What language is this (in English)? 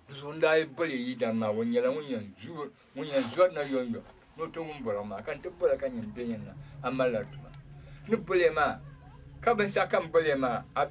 Dagbani